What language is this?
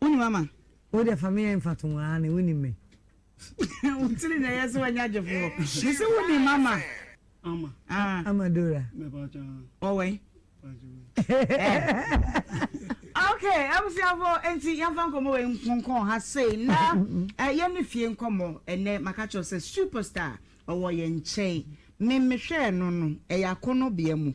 Akan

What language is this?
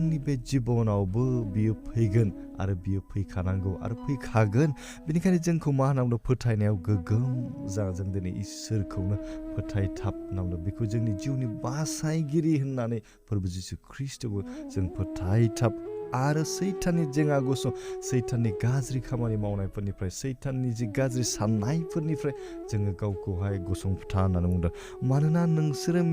Bodo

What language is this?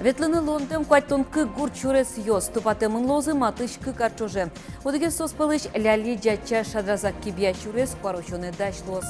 Udmurt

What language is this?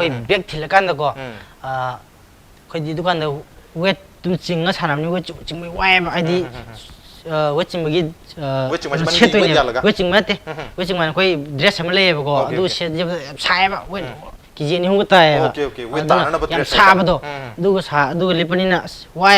Manipuri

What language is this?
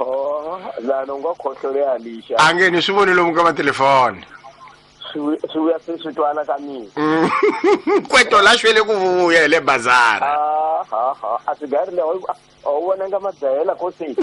Tsonga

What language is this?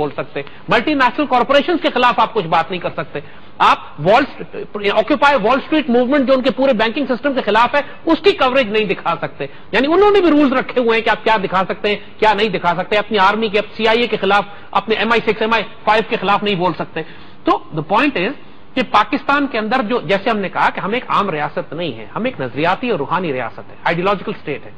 Urdu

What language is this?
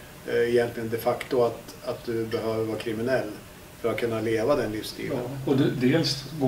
Swedish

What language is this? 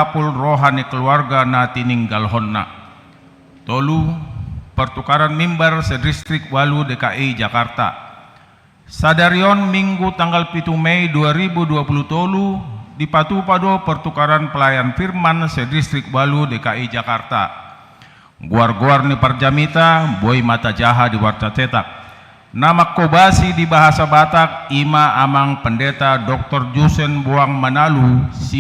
Batak Toba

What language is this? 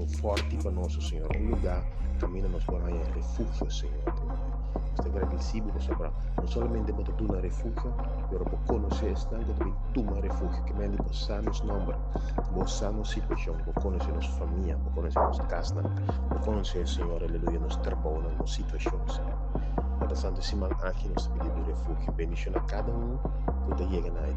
Papiamento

